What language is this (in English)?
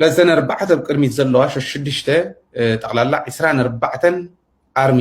Tigrinya